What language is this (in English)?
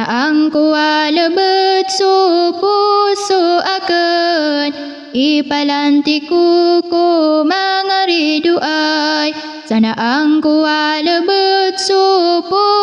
Maranao